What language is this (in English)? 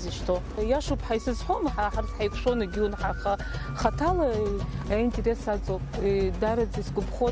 Abkhazian